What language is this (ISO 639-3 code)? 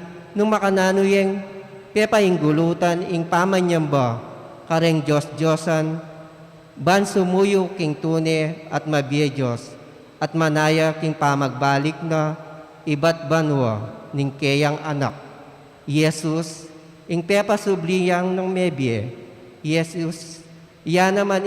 pam